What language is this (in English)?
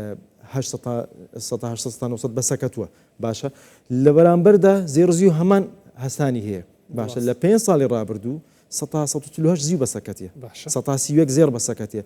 Central Kurdish